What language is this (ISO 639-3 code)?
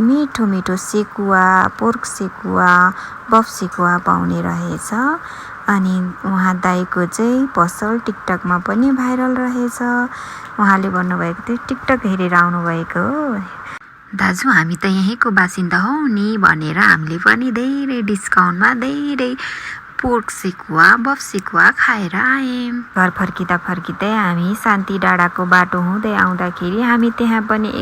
nep